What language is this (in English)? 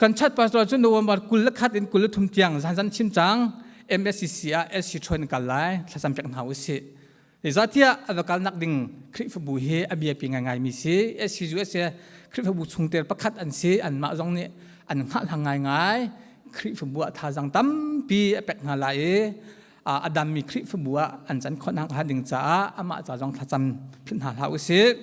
Hakha Chin